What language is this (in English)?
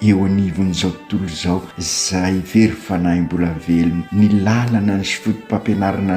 Malagasy